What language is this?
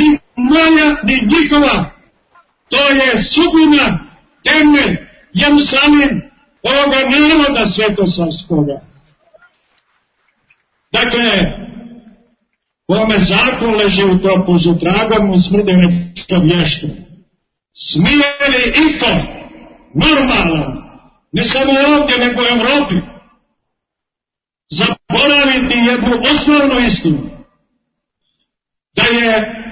Serbian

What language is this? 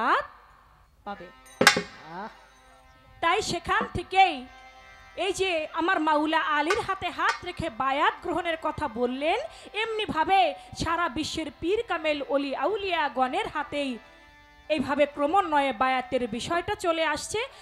Bangla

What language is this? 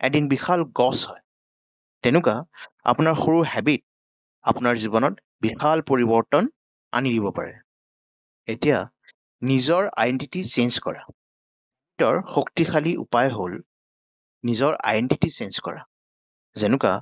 Assamese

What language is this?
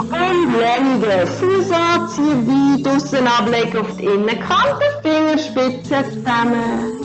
Swiss German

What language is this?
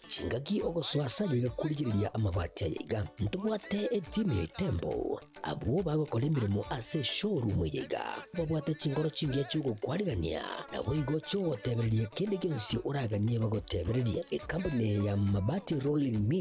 Gusii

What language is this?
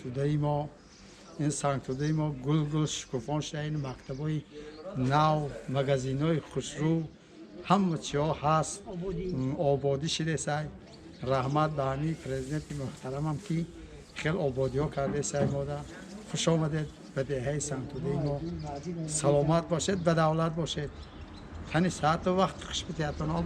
Tajik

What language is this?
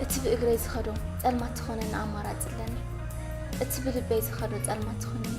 Tigrinya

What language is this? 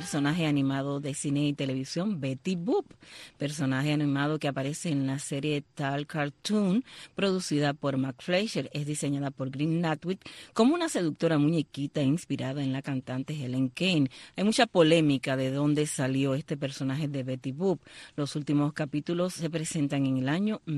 Spanish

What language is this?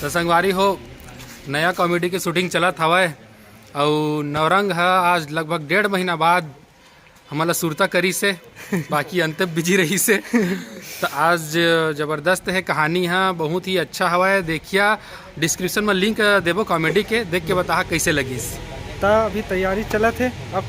Chhattisgarhi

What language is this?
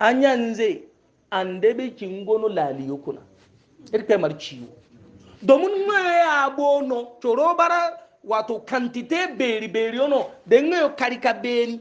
Hausa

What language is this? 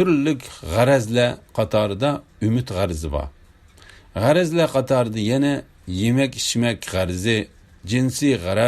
Uyghur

